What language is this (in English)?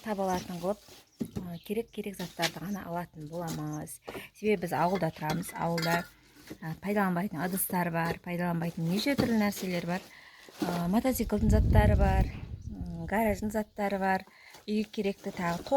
Kazakh